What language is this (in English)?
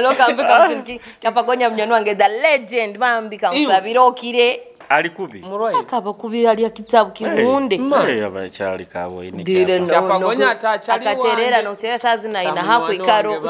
Nyoro